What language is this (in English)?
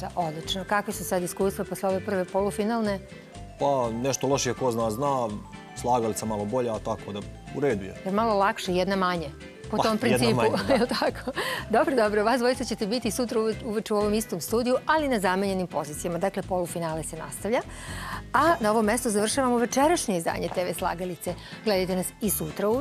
Serbian